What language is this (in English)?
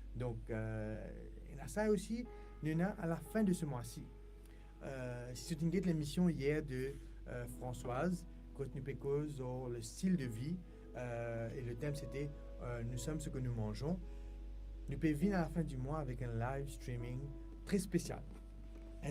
Morisyen